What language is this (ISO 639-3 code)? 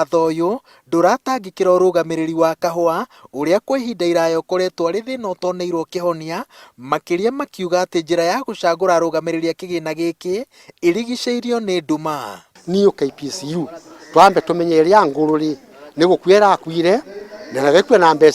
kik